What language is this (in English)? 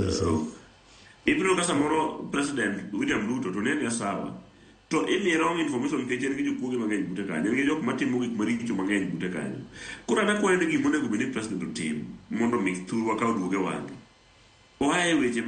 Luo (Kenya and Tanzania)